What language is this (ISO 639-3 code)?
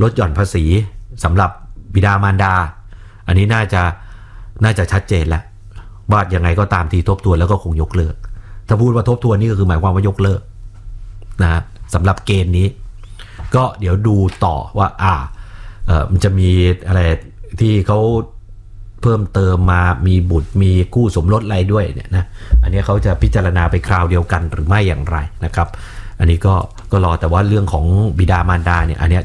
tha